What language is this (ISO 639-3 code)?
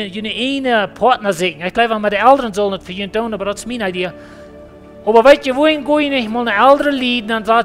pdt